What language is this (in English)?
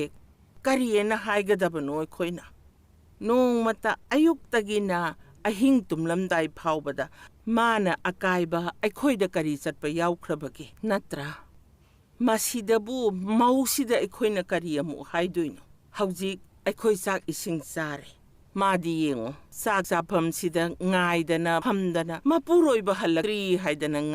Manipuri